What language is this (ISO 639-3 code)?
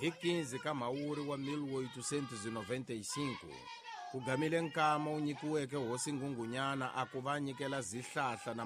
tso